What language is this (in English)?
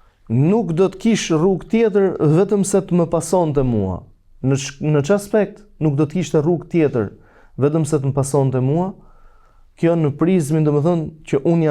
Albanian